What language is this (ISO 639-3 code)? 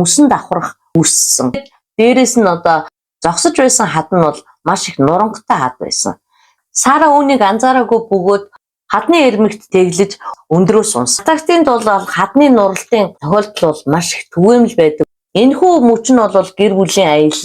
mon